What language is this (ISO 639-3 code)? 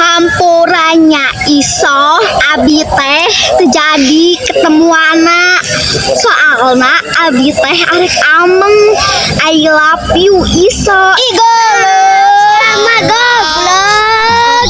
sun